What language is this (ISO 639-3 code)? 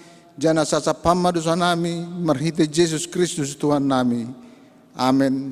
bts